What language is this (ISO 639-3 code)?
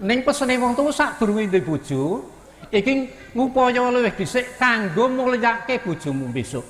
jav